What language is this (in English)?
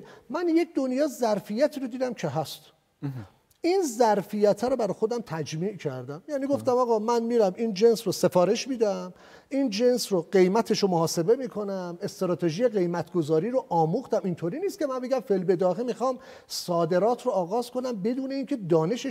Persian